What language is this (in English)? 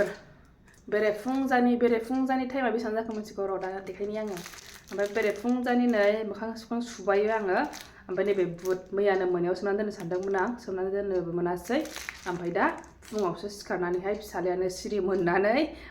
Bodo